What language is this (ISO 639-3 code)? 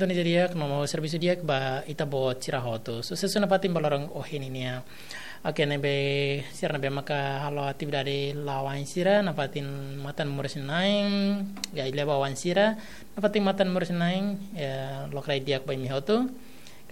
tet